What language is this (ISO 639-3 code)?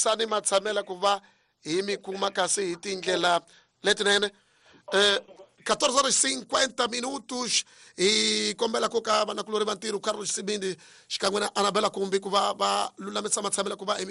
tso